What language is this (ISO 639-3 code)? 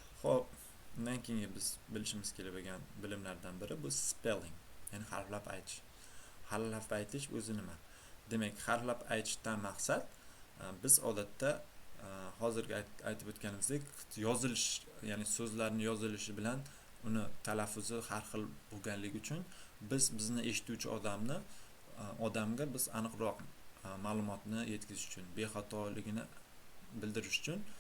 uzb